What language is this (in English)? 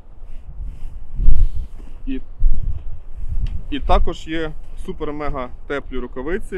Ukrainian